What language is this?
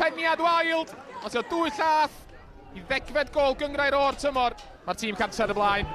Welsh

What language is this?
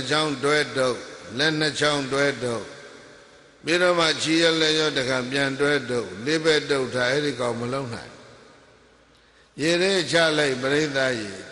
Burmese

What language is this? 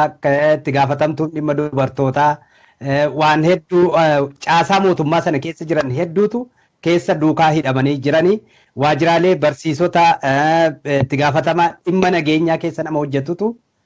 Oromo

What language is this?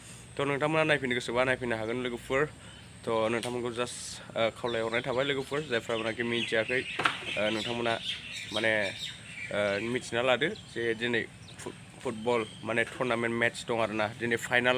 Bodo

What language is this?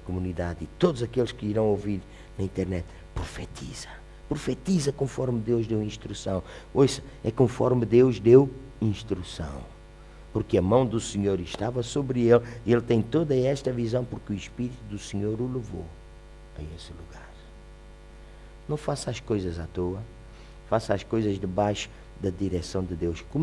Portuguese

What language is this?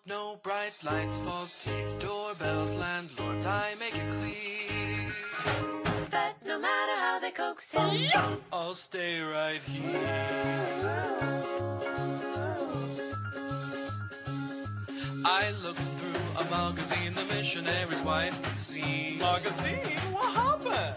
English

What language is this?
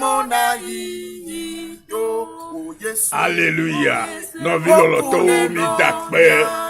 Ewe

